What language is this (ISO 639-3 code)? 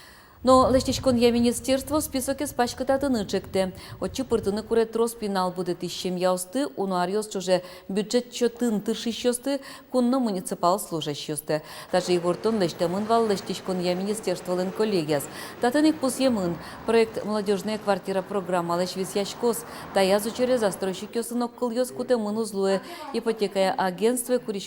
udm